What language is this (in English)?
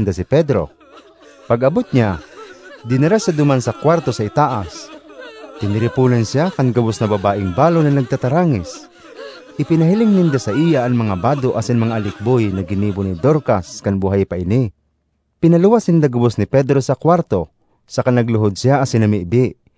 Bikol